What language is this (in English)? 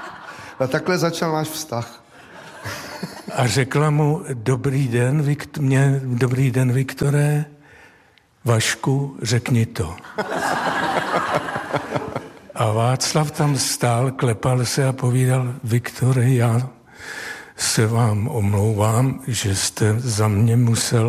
Czech